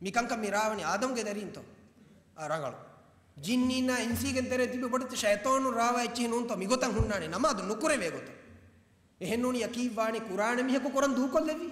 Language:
Divehi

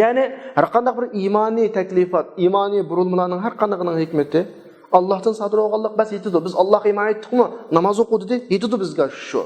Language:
Uyghur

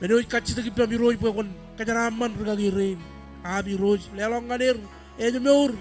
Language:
Marshallese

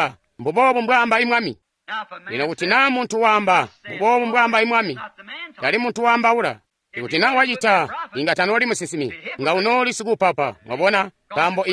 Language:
Tonga (Zambia)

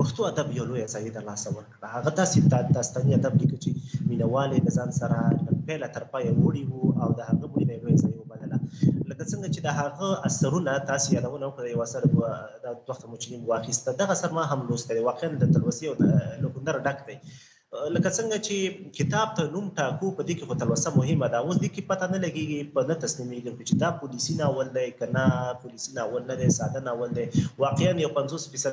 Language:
Pashto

